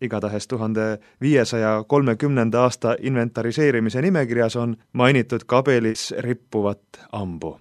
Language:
Estonian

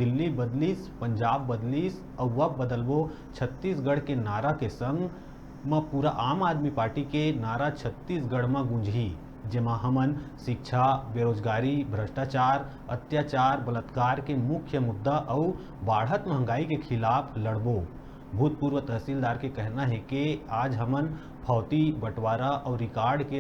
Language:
Chhattisgarhi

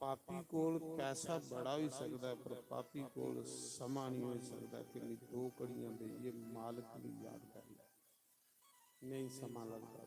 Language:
Dogri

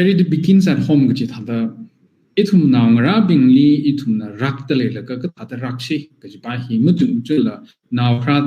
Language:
Tangkhul Naga (India)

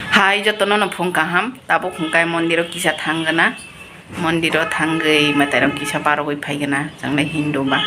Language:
Kok Borok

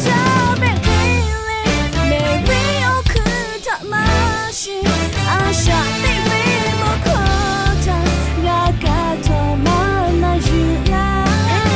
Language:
Lahu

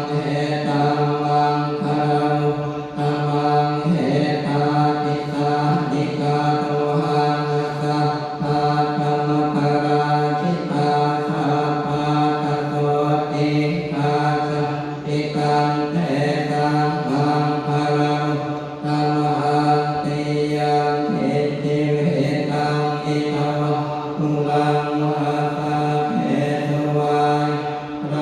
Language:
Pali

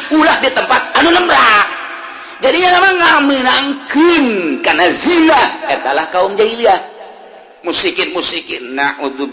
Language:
Sundanese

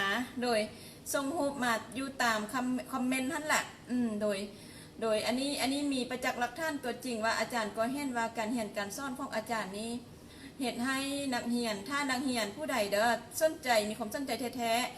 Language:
Lao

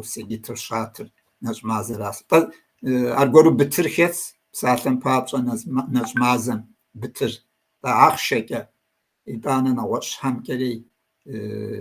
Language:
Kabardian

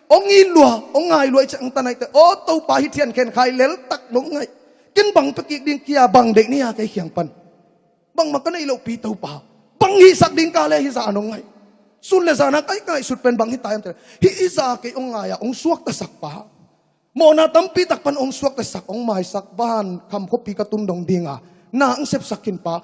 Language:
Tedim Chin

